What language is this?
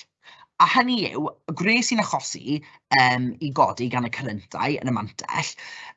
Welsh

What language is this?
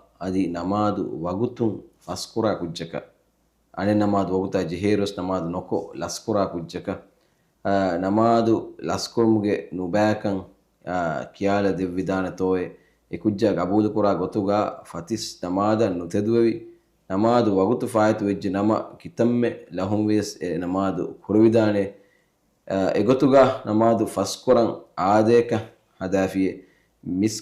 Divehi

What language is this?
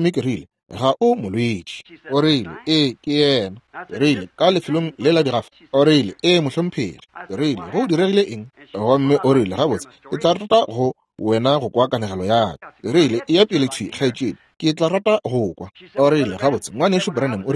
Northern Sotho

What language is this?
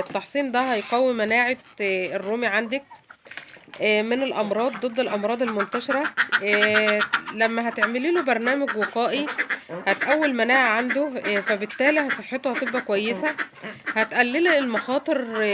Egyptian Arabic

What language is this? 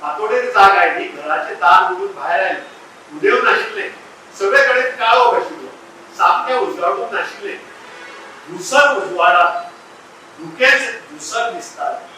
Konkani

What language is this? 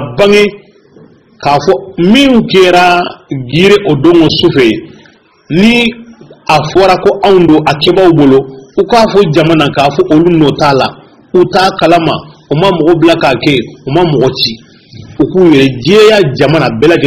Bambara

